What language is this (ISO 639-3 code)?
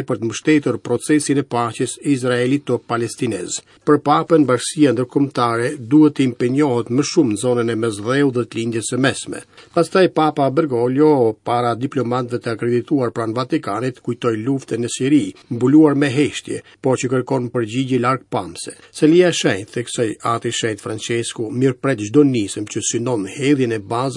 sqi